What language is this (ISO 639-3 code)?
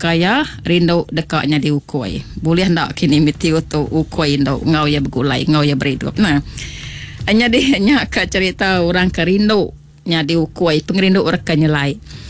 iba